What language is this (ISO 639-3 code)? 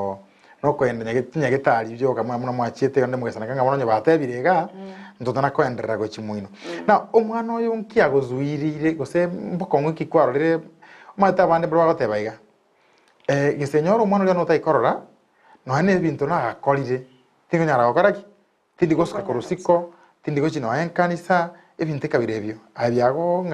guz